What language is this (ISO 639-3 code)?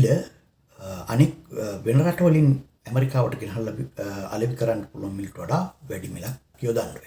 sin